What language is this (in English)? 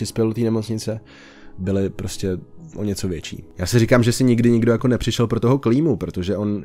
Czech